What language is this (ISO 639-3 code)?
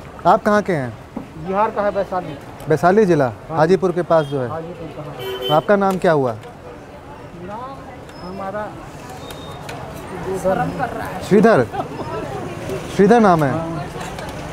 hin